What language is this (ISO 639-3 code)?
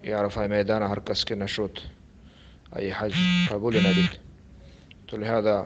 bal